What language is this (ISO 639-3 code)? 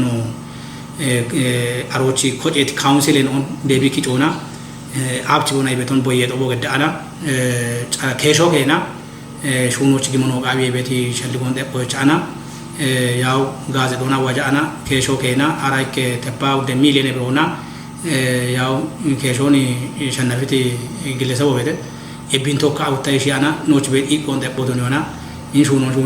kbr